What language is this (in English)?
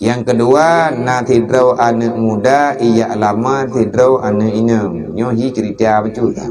Achinese